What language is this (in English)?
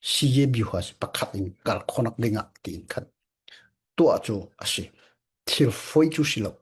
Falam Chin